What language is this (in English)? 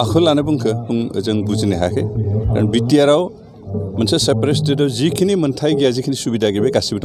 Bodo